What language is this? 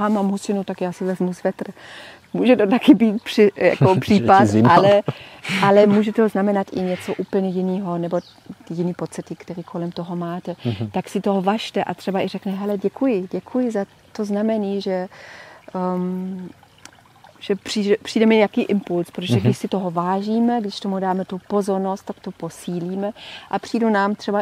Czech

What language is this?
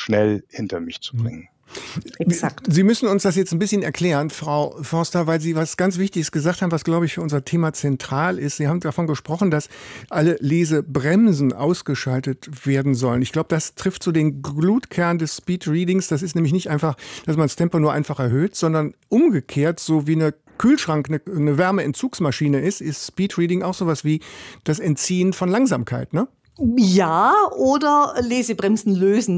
German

